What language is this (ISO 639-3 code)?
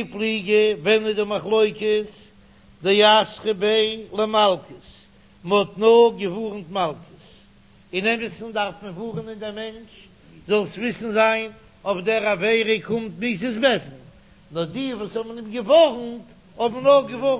yid